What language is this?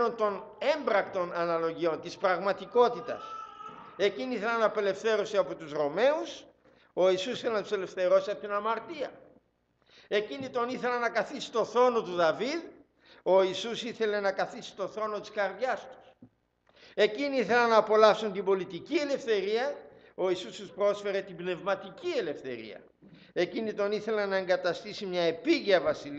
Greek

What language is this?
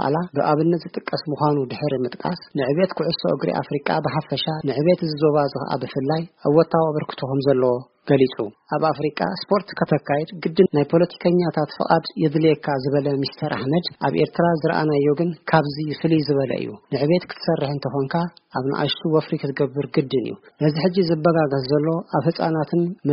Tigrinya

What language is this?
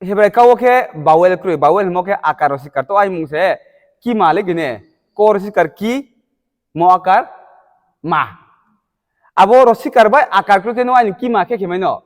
Riang (India)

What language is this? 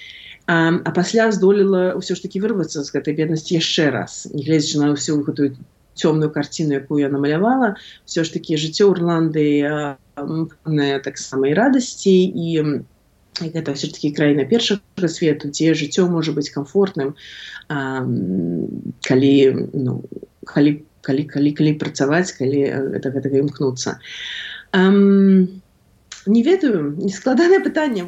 Belarusian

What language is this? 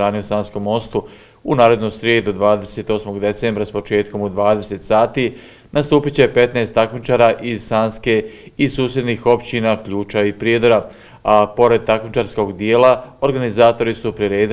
Bosnian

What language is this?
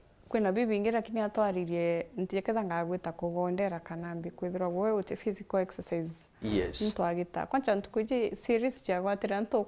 Meru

